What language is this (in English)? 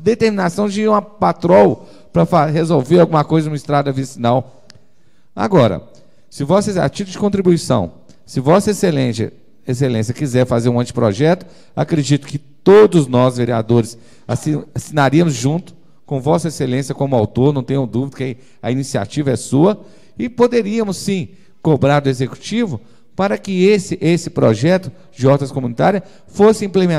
Portuguese